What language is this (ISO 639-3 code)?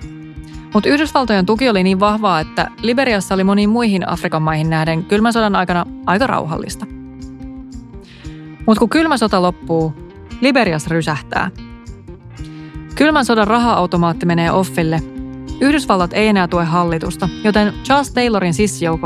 fin